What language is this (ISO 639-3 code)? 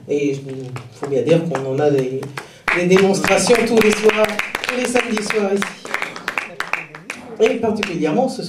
fra